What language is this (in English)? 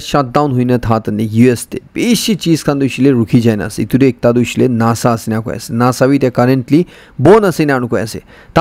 Naga Pidgin